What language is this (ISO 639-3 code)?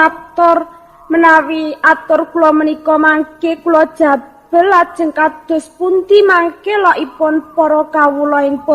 jav